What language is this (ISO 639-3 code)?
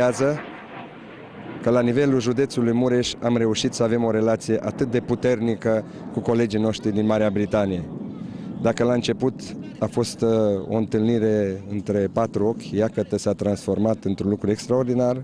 ron